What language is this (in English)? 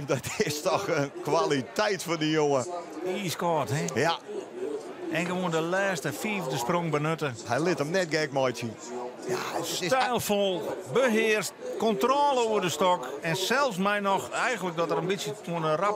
Western Frisian